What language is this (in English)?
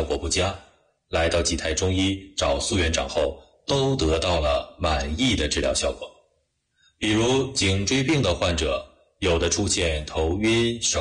Chinese